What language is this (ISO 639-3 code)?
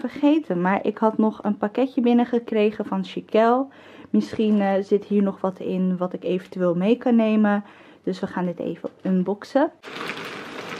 nld